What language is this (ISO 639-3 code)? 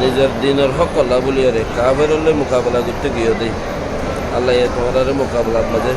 rhg